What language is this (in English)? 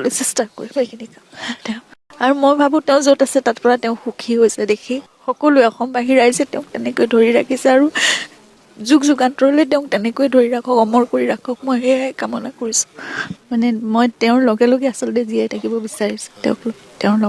Assamese